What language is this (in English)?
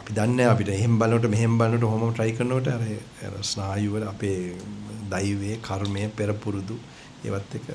Sinhala